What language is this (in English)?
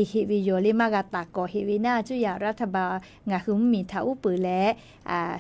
Lahu